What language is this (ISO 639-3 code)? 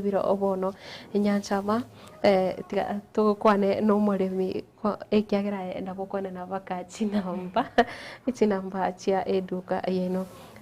guz